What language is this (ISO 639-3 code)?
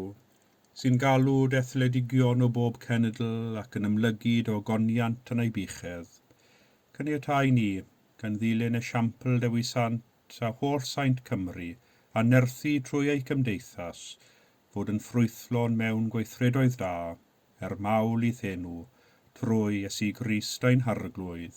cym